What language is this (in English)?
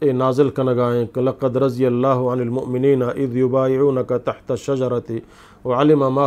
Eastern Balochi